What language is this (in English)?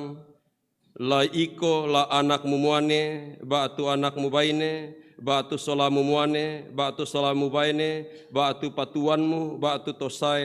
Toraja-Sa'dan